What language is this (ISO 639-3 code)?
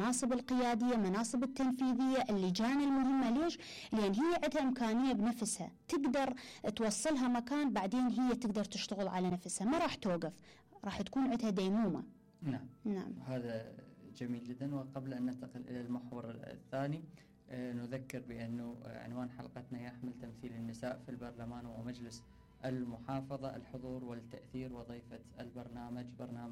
acm